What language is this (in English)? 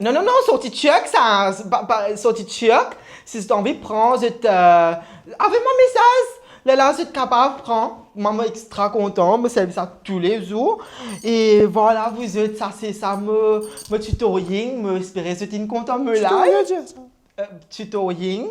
Morisyen